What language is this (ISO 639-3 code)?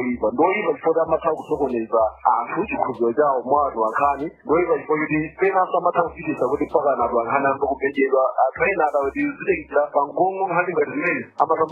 nya